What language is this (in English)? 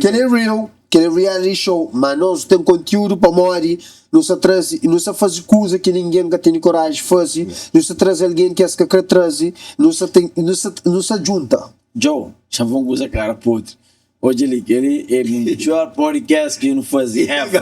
Kabuverdianu